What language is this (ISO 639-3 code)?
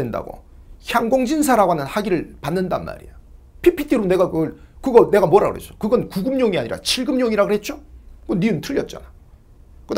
kor